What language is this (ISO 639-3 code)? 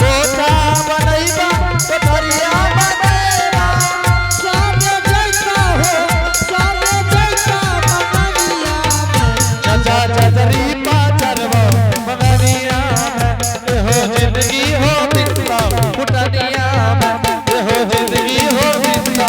anp